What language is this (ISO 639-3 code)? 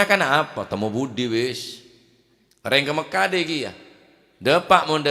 mad